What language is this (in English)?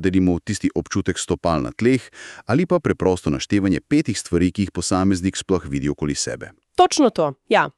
Slovenian